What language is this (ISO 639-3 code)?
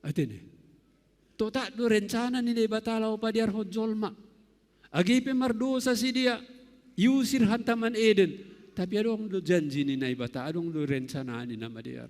bts